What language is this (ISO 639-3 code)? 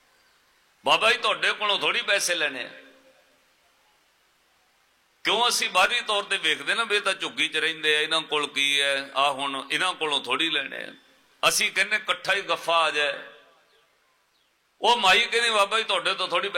pan